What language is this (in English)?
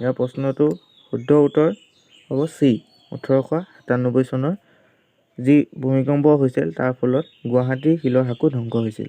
Assamese